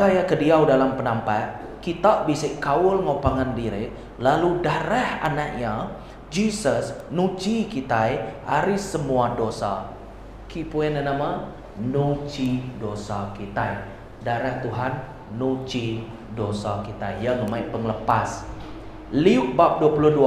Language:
Iban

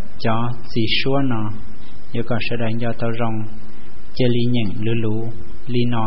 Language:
Hmong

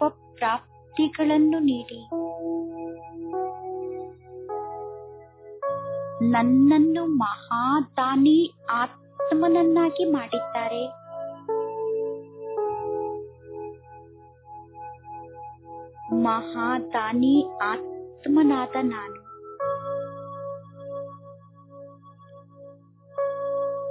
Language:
Kannada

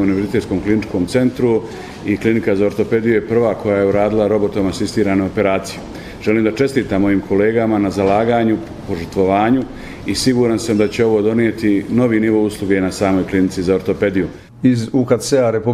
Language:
Bosnian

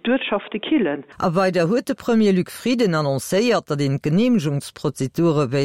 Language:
Luxembourgish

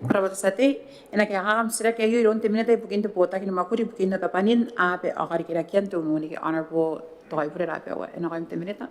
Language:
Gilbertese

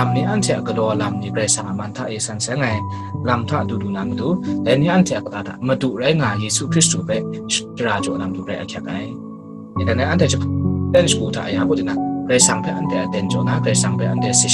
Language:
Kachin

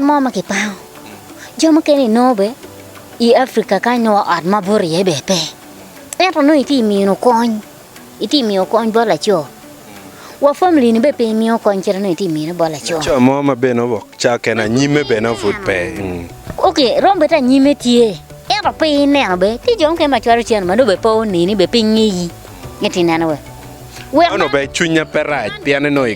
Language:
Acoli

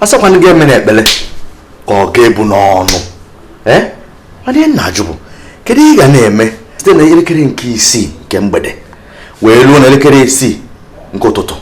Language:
Igbo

